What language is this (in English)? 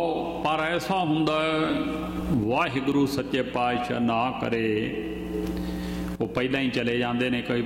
Punjabi